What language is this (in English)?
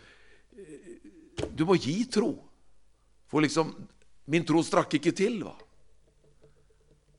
Norwegian